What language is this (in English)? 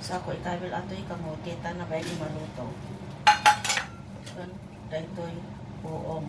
Iloko